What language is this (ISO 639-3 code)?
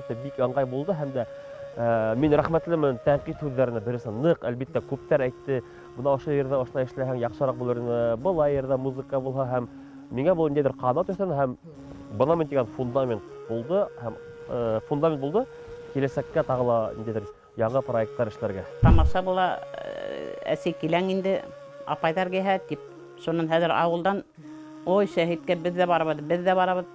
bak